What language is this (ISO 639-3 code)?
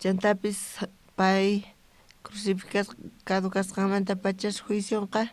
quh